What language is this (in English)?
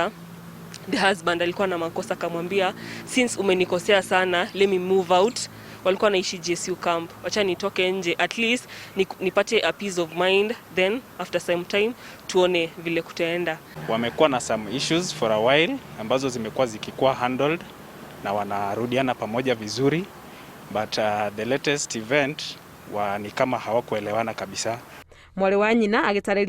Kikuyu